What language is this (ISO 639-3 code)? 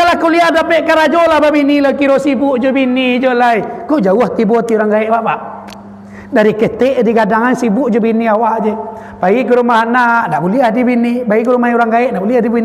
min